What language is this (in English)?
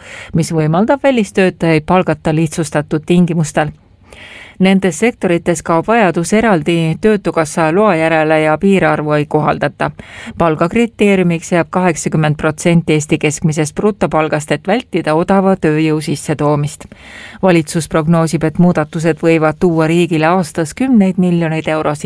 Estonian